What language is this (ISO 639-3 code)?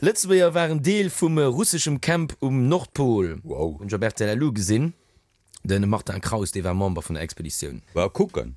ltz